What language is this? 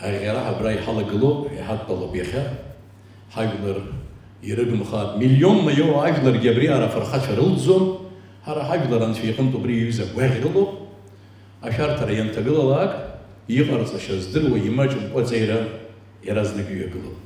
Abkhazian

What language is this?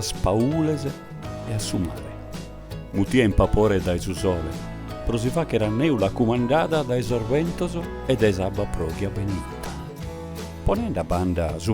Sardinian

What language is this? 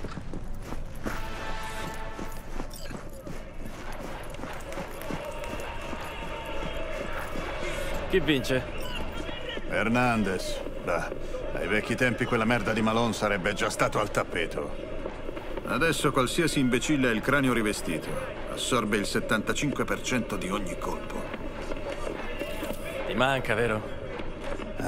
Italian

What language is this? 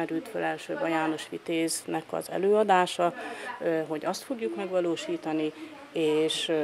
Hungarian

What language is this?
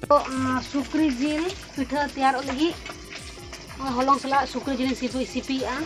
Santali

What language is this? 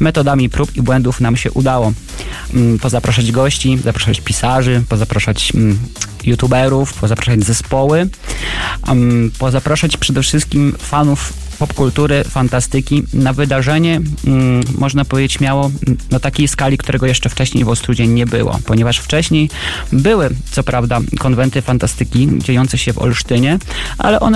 Polish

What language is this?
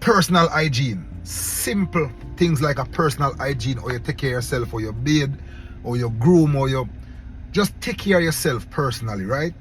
Jamaican Creole English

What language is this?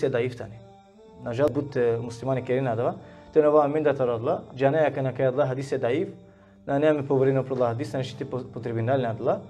Balkan Romani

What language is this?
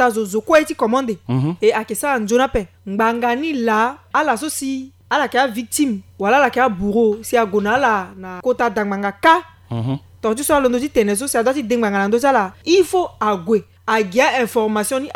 Sango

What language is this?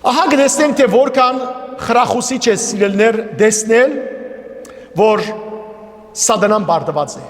Western Armenian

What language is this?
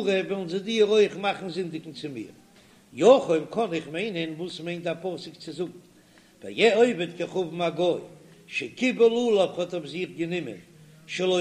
Yiddish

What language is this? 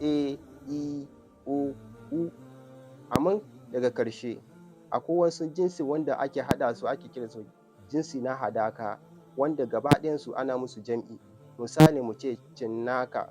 Hausa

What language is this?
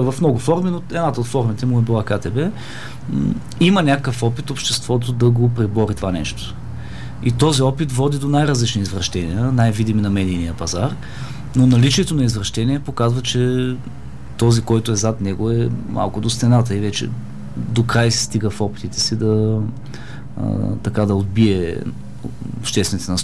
Bulgarian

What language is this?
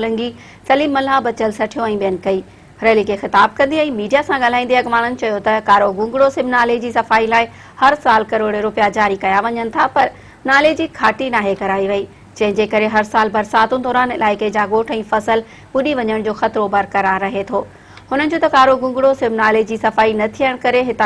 Sindhi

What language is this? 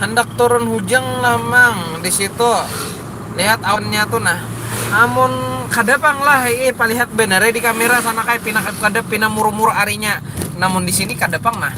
Banjar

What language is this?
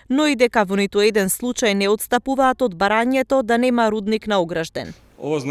Macedonian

